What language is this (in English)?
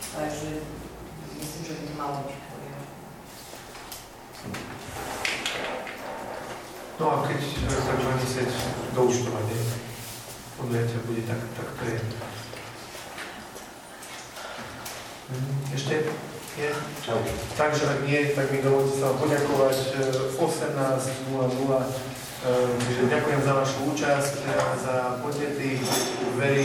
Slovak